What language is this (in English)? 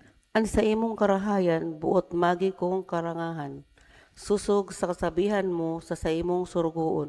Bikol